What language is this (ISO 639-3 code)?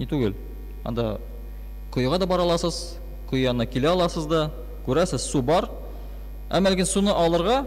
tat